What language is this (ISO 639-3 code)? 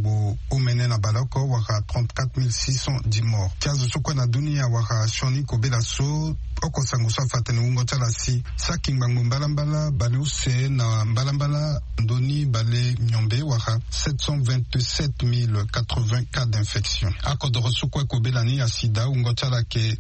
sag